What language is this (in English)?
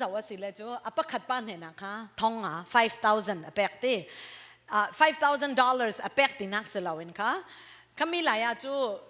Falam Chin